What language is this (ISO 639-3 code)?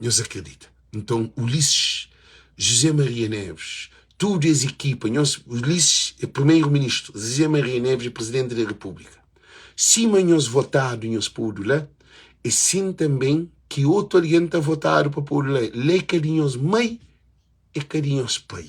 kea